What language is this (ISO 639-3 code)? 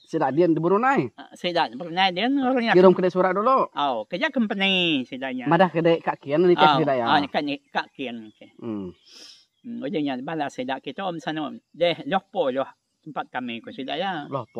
iba